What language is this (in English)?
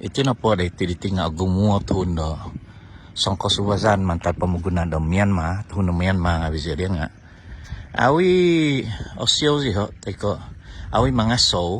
Central Dusun